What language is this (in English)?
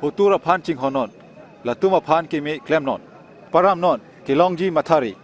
Karbi